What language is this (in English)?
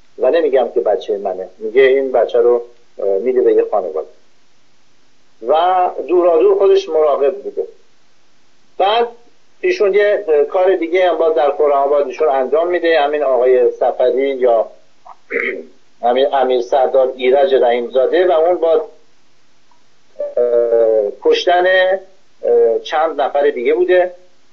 Persian